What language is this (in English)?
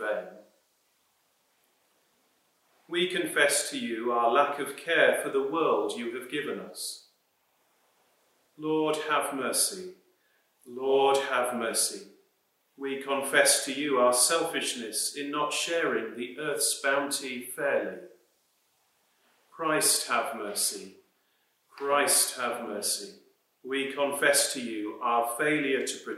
English